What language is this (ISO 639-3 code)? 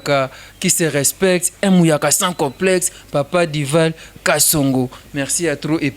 lin